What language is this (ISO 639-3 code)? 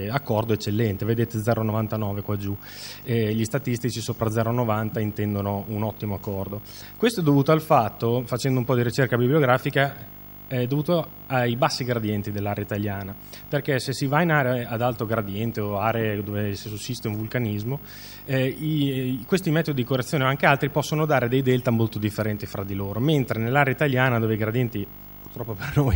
ita